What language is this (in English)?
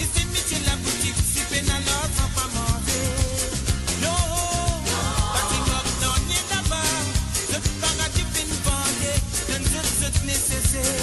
Morisyen